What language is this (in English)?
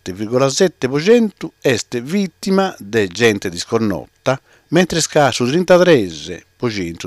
Sardinian